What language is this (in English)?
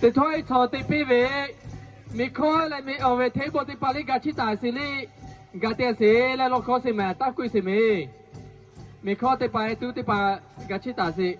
Lahu